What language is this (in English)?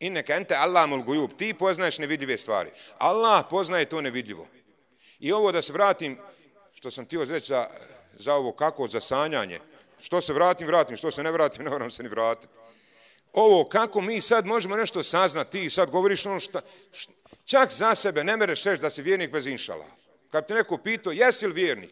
Bosnian